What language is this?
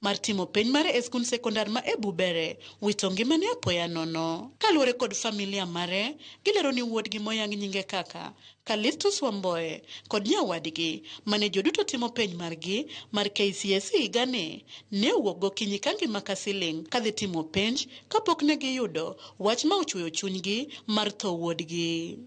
Luo (Kenya and Tanzania)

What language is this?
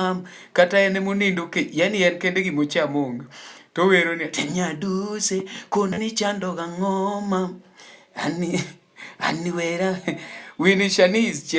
Luo (Kenya and Tanzania)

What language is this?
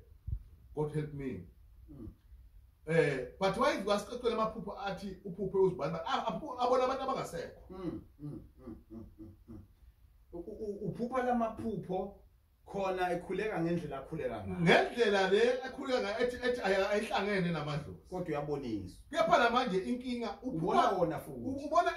Zulu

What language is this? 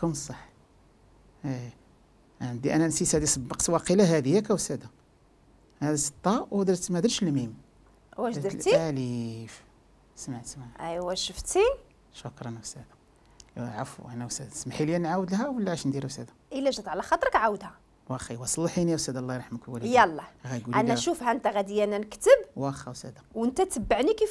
Moroccan Arabic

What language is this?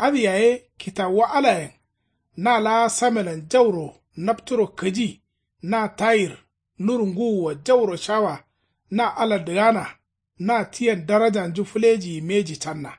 Kanuri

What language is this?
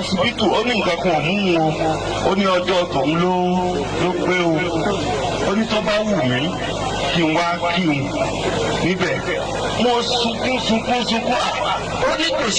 Yoruba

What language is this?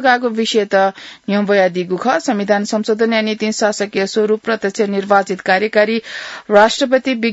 Newari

